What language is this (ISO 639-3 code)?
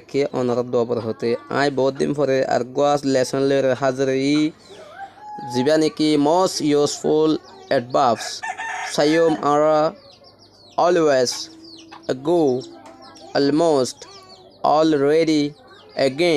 rhg